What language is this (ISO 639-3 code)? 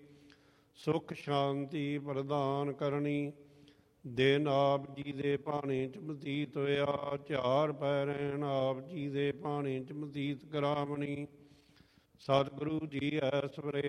pan